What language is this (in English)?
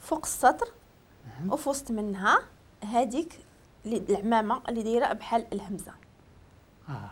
Moroccan Arabic